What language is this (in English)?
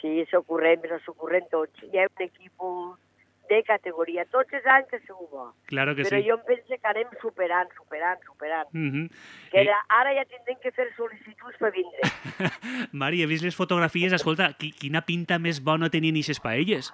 Catalan